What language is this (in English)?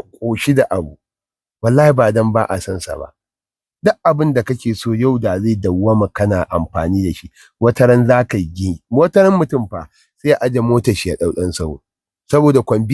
Hausa